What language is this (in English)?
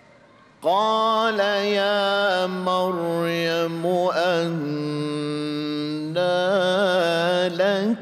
Arabic